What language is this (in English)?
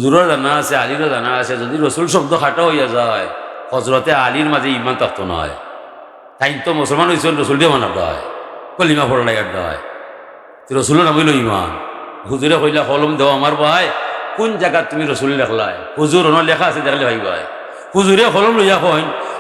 Sylheti